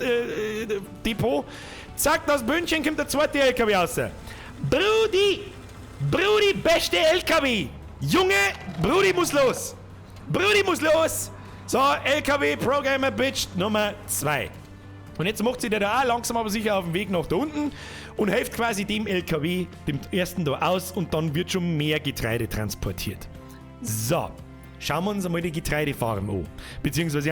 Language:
Bavarian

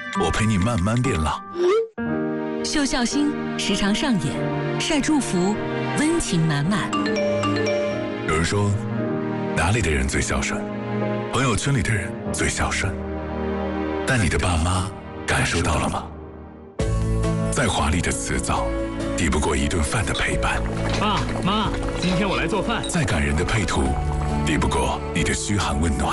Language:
Chinese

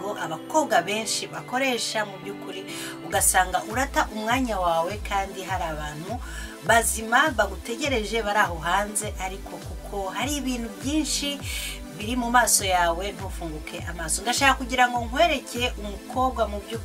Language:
Kinyarwanda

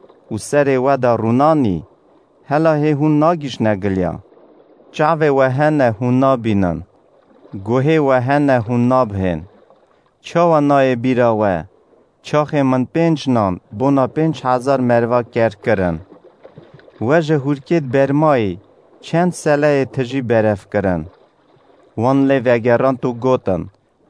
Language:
Kurdish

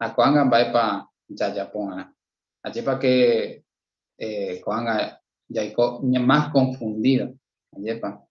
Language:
Guarani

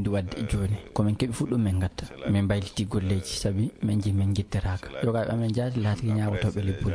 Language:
Fula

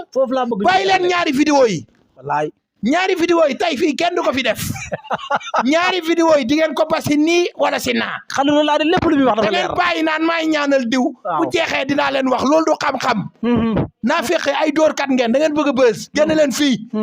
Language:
Wolof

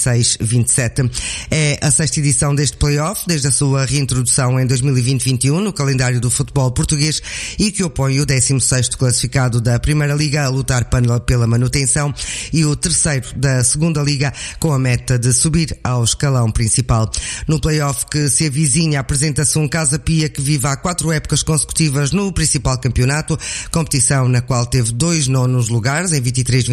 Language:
Portuguese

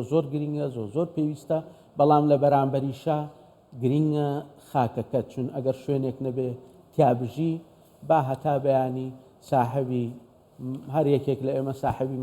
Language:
Central Kurdish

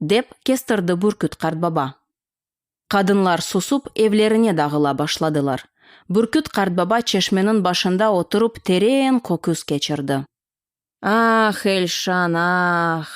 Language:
Crimean Tatar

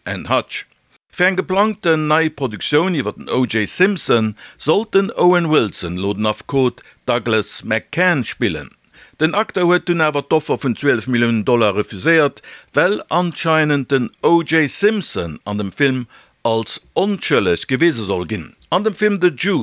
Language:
Luxembourgish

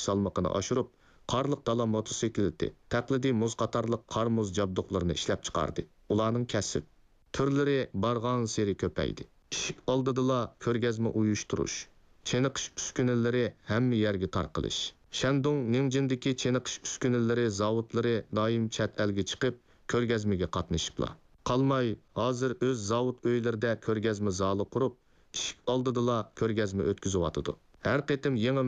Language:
Uyghur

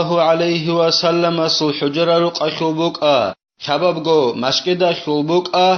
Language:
Avaric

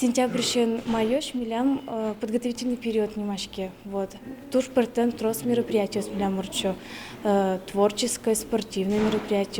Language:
Udmurt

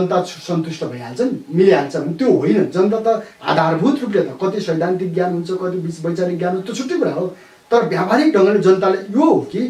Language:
Nepali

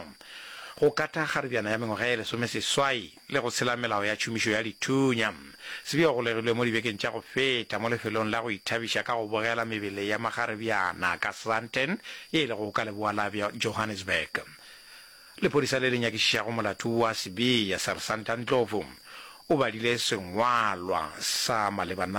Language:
Northern Sotho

